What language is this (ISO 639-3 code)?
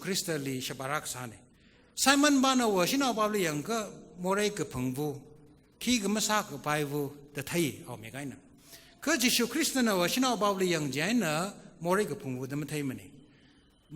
nmf